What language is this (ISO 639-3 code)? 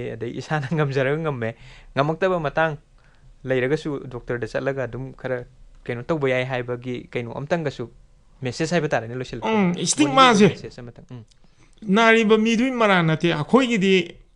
mni